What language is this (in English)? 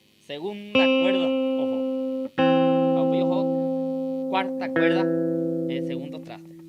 Guarani